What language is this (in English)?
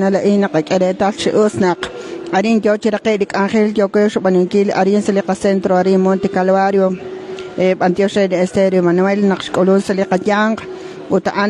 Kekchí